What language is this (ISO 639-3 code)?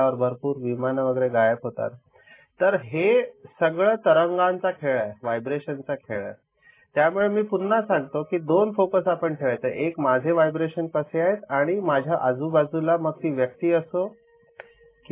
mar